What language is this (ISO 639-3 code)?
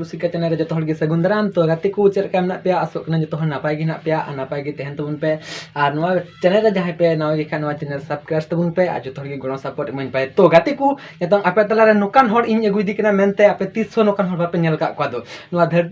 sat